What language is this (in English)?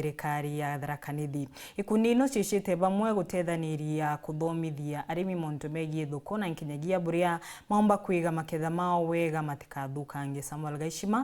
Meru